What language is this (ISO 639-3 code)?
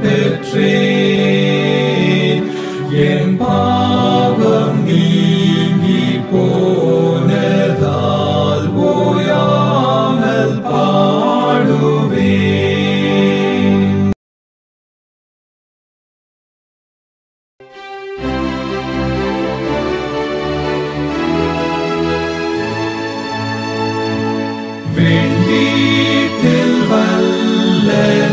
tam